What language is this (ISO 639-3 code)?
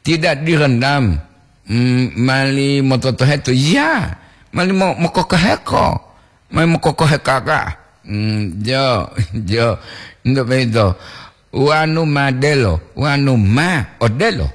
gor